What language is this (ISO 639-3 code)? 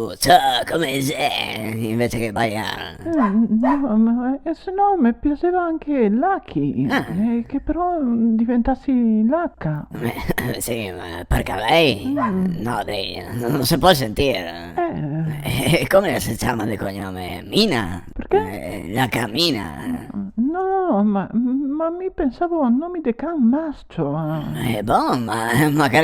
vec